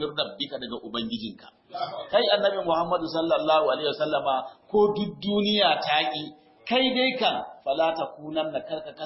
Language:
Hausa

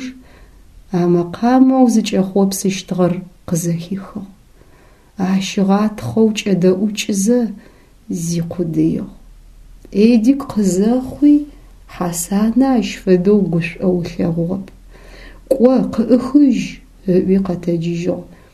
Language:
Adyghe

